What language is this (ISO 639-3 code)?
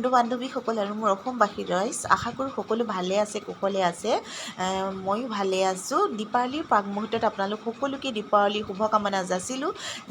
asm